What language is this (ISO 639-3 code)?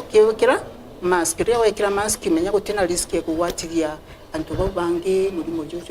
mer